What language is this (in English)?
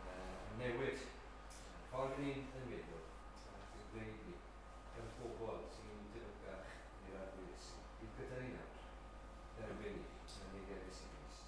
Welsh